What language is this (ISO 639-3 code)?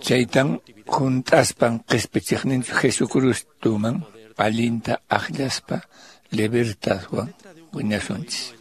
que